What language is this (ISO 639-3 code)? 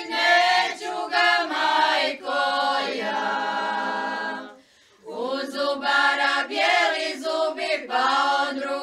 hrv